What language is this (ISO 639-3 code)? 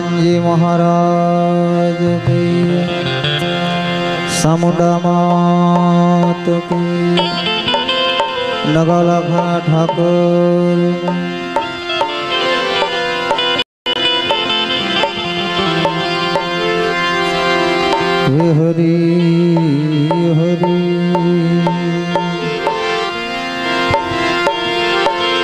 guj